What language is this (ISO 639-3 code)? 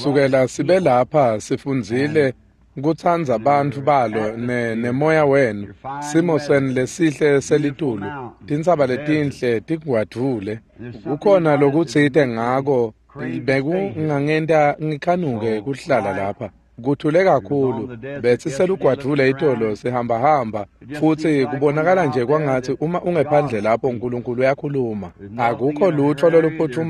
ssw